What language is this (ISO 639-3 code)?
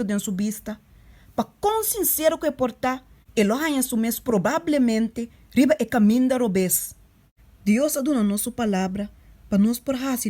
pap